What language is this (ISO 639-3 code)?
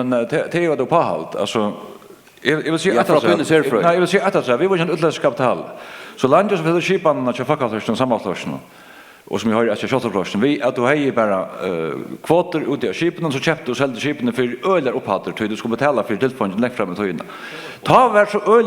fao